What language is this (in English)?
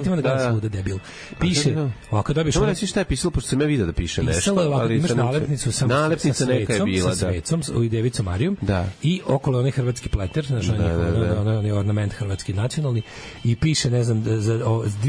Serbian